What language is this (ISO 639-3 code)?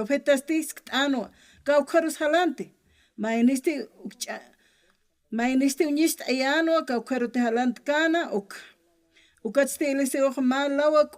aym